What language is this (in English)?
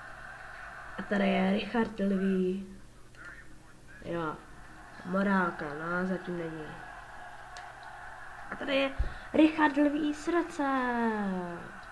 Czech